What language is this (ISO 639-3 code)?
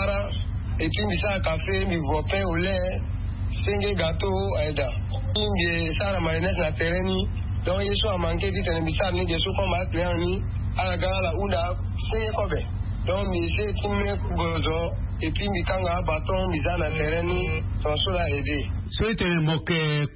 sag